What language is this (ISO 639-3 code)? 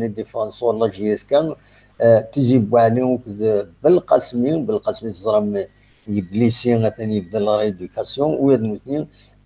kab